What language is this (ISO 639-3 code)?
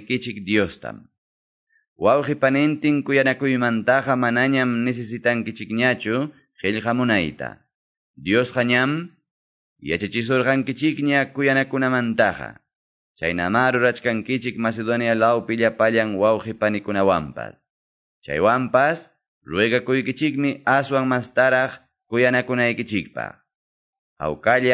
que